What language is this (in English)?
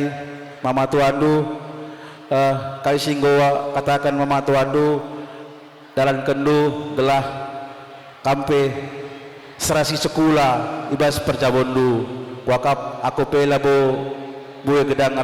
Batak Karo